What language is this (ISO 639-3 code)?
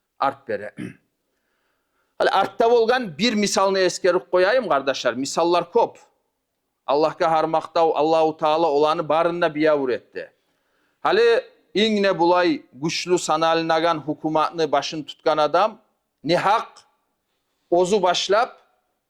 kum